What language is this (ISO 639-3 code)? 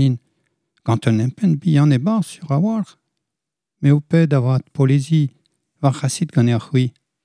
bre